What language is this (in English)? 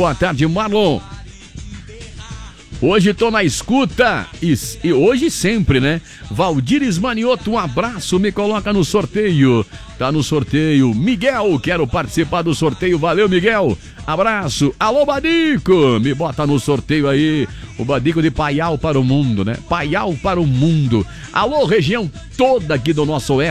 Portuguese